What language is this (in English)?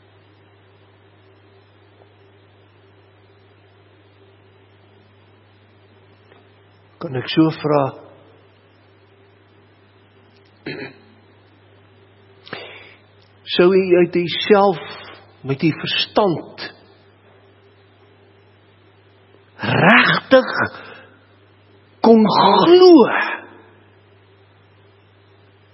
Afrikaans